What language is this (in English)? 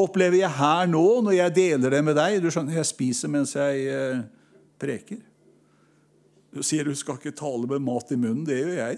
Norwegian